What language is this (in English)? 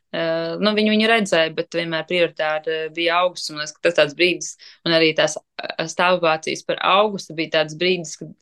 Latvian